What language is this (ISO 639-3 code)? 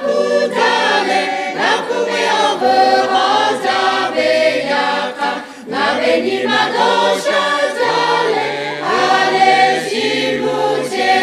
lhu